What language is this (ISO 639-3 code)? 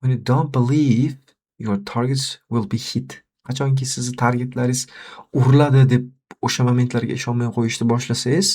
uzb